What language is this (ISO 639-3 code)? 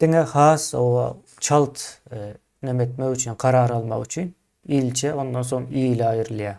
tuk